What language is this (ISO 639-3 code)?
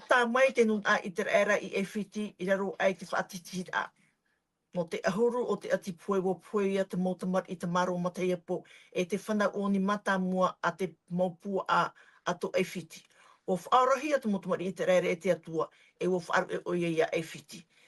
tah